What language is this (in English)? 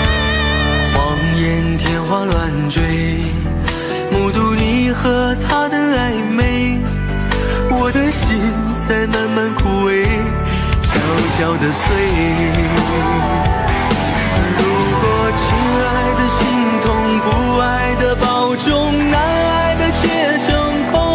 Chinese